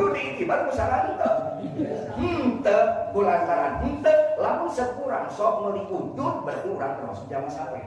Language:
Sundanese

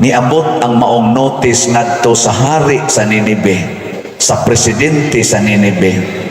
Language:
Cebuano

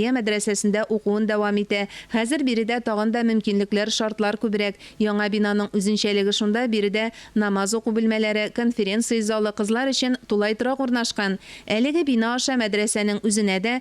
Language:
Tatar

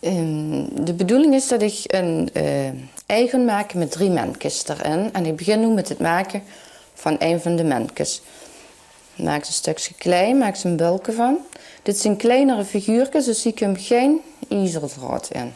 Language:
Limburgish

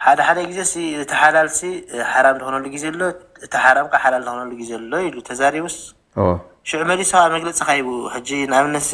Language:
Tigrinya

